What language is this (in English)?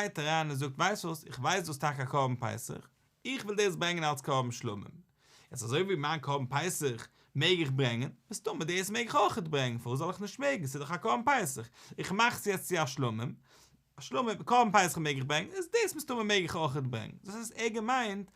Yiddish